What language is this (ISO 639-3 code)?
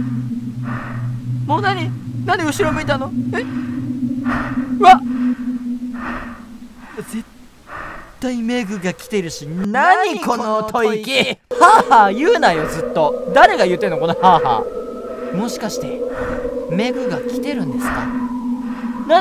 jpn